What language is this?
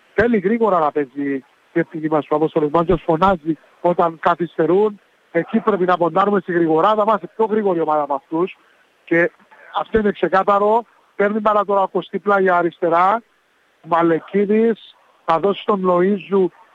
Greek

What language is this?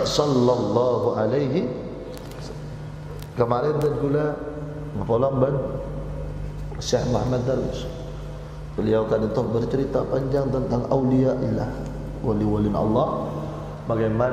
Madurese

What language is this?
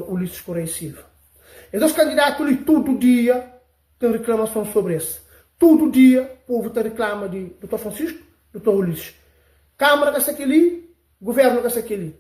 Kabuverdianu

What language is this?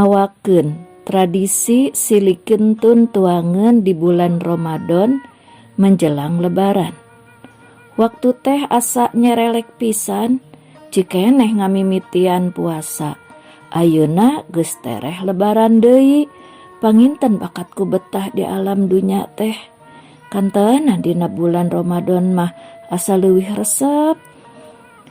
Sundanese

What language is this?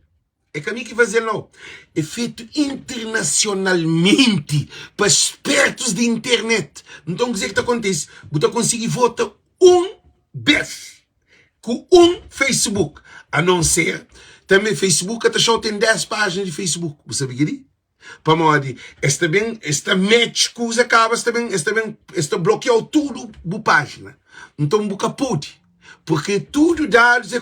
Kabuverdianu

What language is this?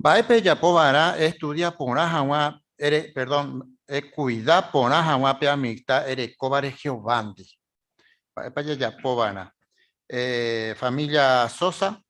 Guarani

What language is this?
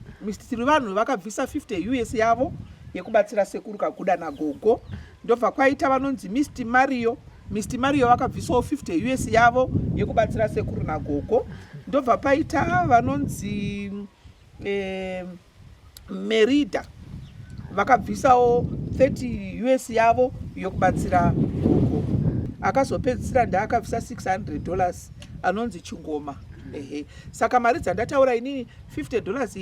Shona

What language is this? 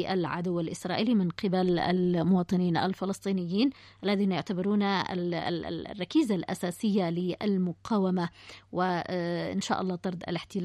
Arabic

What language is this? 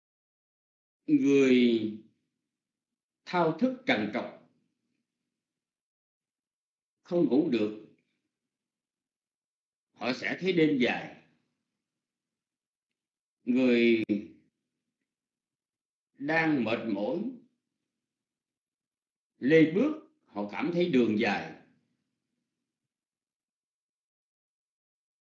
Vietnamese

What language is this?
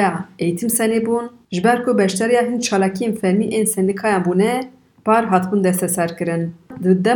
Kurdish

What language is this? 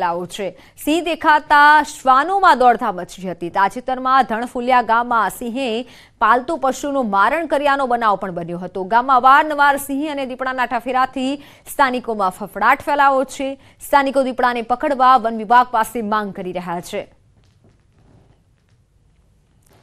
Gujarati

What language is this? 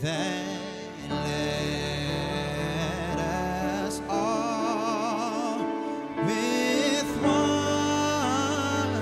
Batak Simalungun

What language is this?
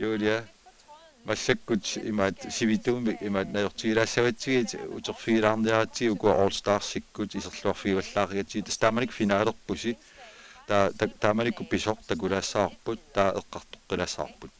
Kalaallisut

